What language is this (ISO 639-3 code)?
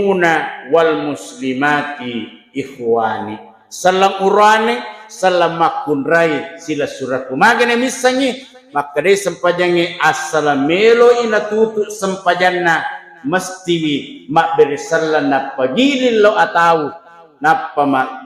bug